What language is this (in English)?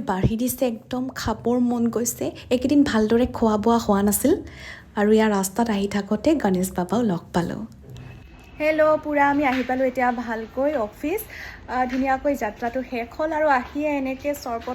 Assamese